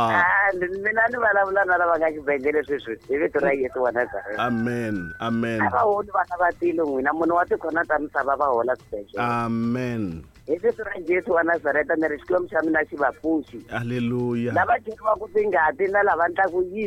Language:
Tsonga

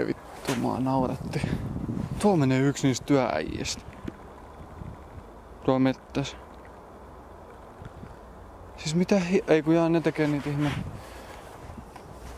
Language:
Finnish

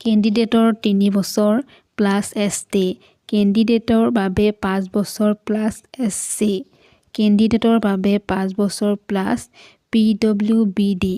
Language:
Assamese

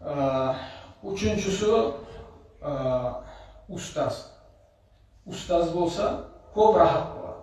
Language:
Kumyk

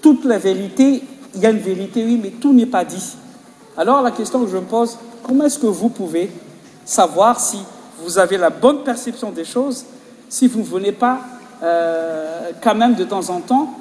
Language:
French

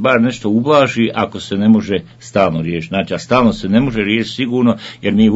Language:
Bosnian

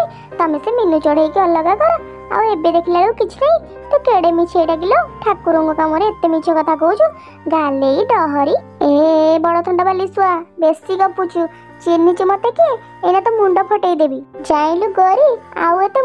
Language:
Odia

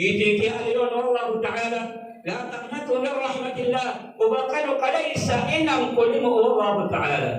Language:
Maranao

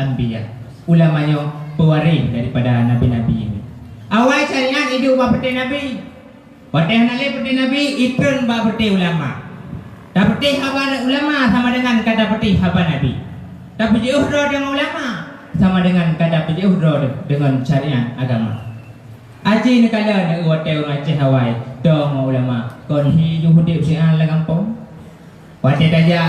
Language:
Achinese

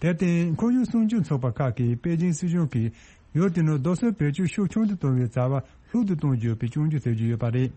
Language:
Tibetan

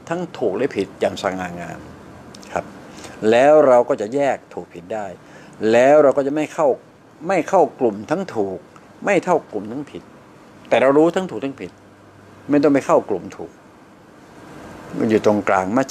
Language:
Thai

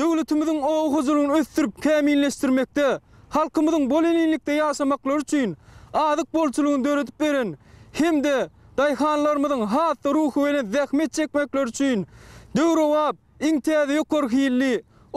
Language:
Turkmen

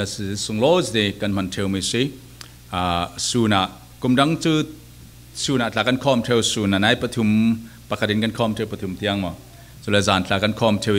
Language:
Falam Chin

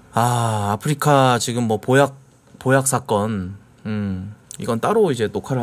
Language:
Korean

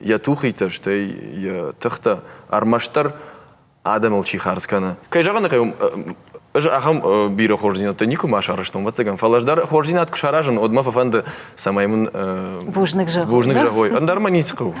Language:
Ossetic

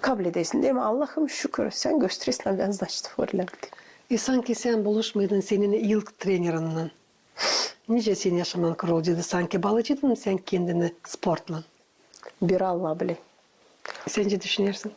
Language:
Gagauz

